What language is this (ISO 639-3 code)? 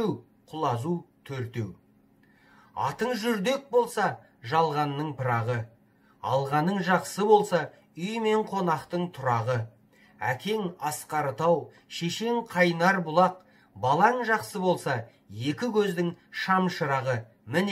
kaz